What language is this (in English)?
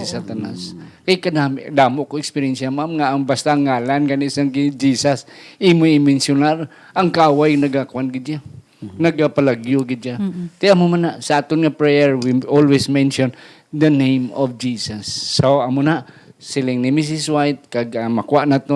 Hiligaynon